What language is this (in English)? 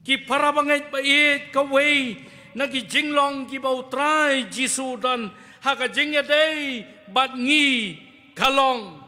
Khasi